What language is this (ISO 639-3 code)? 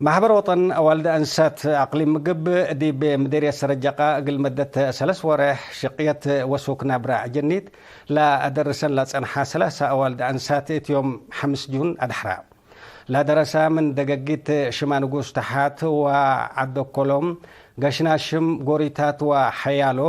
tig